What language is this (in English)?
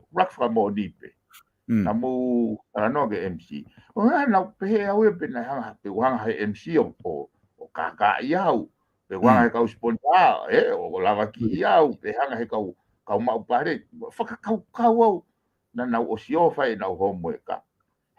Tongan